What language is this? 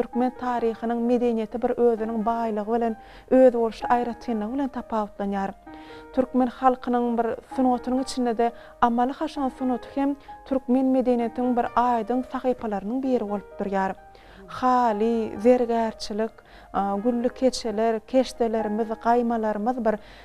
Turkmen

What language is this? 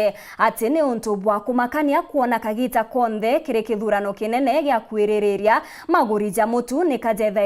Meru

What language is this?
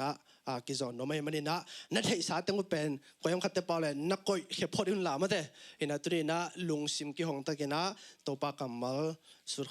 Tedim Chin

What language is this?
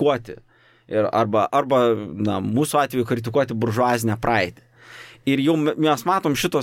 Lithuanian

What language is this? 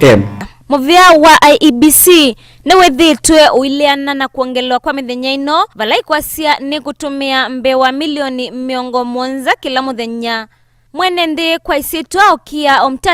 Kamba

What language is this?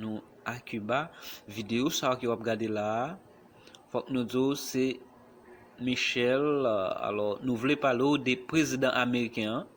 Haitian Creole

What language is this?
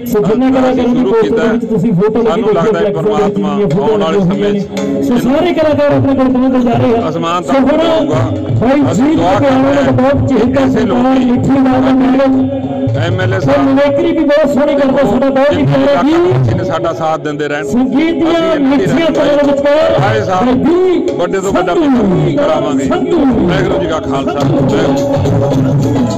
Punjabi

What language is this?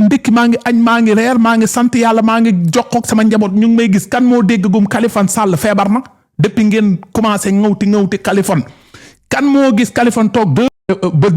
Wolof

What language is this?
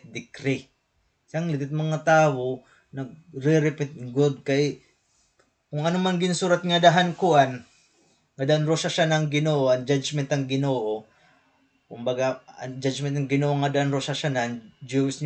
Waray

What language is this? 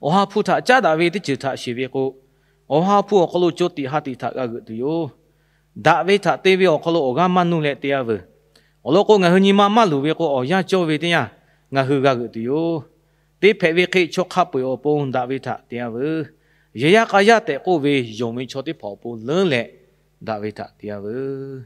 Lahu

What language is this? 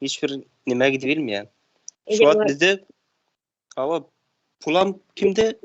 Turkmen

